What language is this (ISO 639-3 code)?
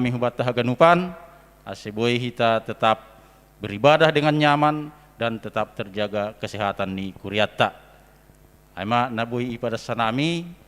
bts